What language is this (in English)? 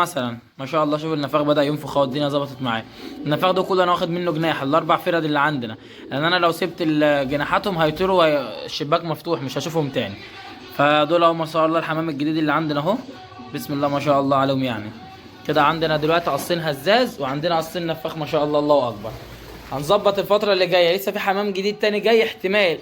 Egyptian Arabic